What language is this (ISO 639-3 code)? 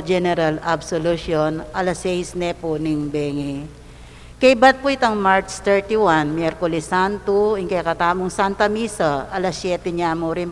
pam